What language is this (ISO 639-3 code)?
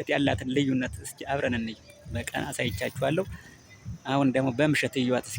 amh